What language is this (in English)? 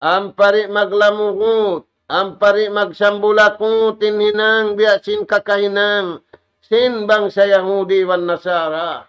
Tausug